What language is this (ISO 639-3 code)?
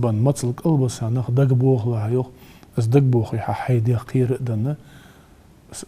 inh